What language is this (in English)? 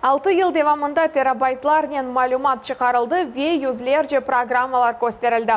Crimean Tatar